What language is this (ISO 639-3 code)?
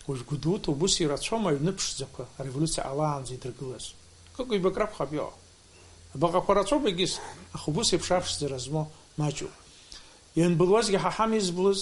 abk